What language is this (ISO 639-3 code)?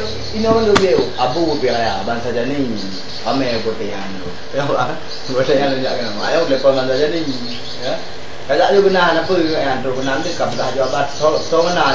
ace